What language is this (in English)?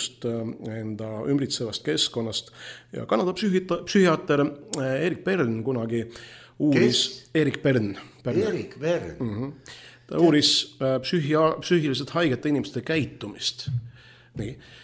Estonian